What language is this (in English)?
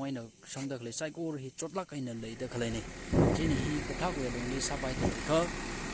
Tangkhul Naga (India)